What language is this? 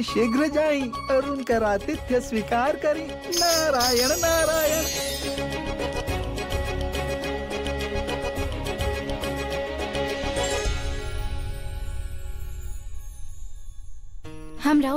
Bhojpuri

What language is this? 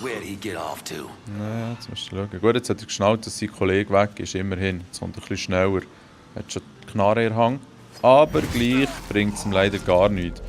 Swiss German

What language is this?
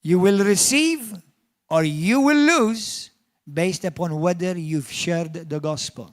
English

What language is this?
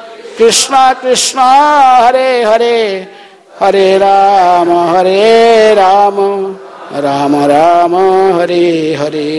Hindi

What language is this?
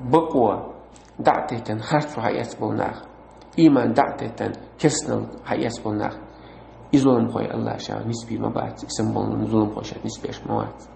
Chechen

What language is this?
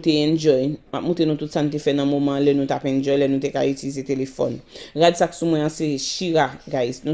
Haitian Creole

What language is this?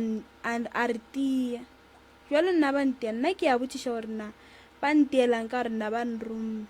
Northern Sotho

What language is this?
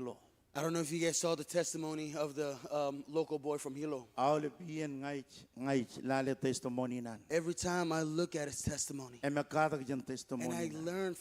Marshallese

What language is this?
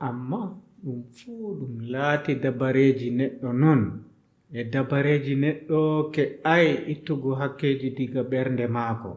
Adamawa Fulfulde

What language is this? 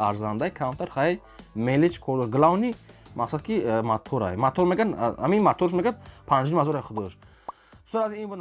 Tajik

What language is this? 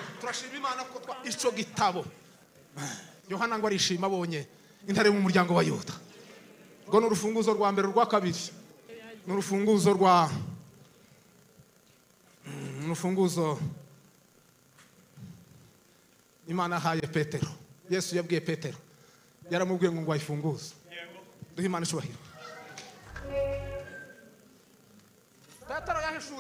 Kinyarwanda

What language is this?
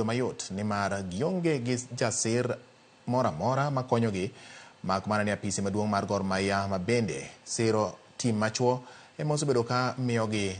Luo (Kenya and Tanzania)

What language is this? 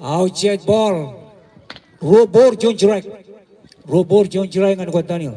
Marshallese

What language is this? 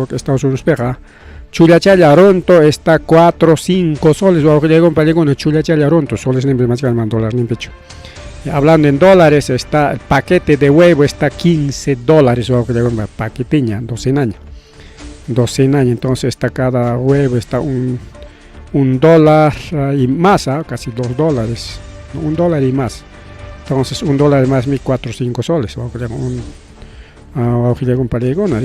Ayacucho Quechua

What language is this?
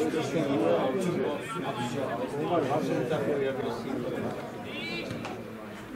Czech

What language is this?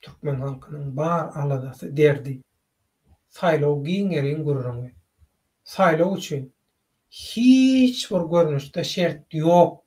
Turkmen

